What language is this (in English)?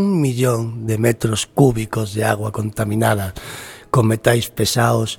Galician